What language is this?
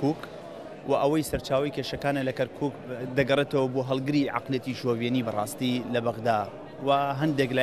Central Kurdish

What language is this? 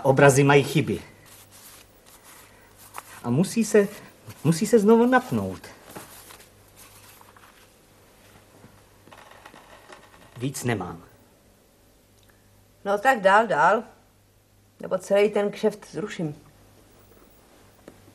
Czech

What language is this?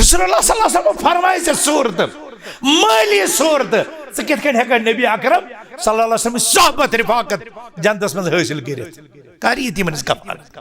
Kashmiri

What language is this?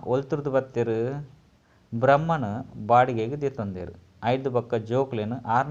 Tulu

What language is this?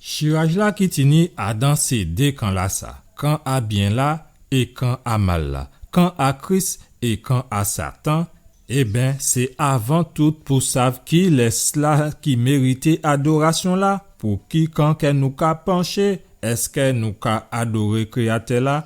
Guadeloupean Creole French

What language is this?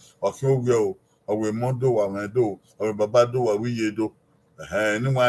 Bini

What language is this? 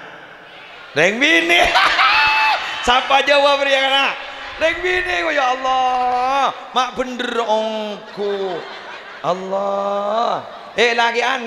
Madurese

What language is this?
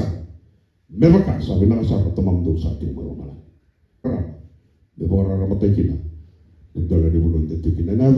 Fijian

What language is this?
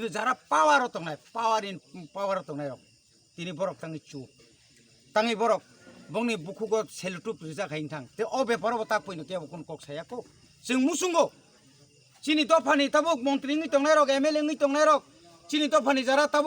Kok Borok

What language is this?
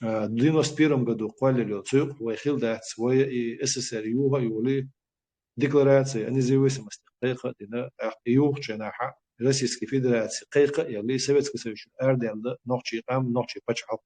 Chechen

